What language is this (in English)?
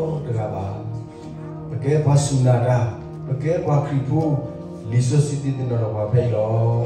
S'gaw Karen